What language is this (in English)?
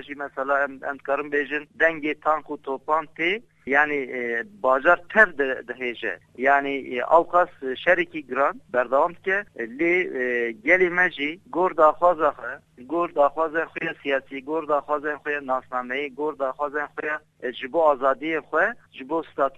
Kurdish